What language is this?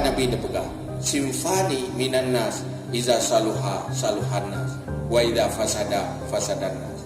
Achinese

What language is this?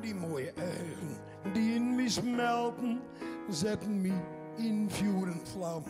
Western Frisian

